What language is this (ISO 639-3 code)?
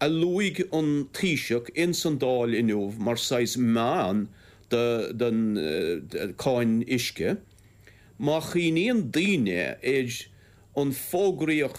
gle